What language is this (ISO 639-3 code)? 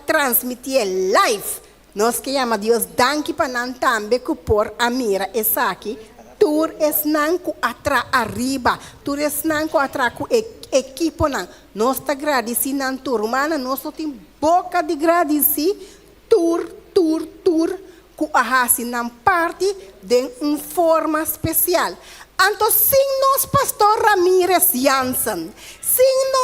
pap